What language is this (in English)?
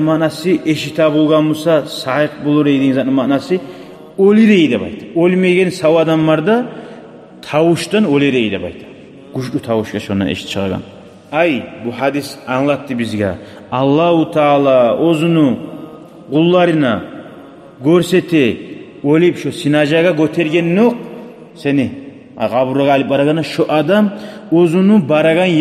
Kumyk